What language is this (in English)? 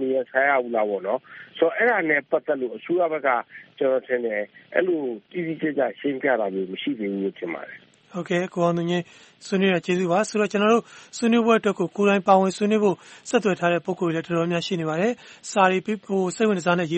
Burmese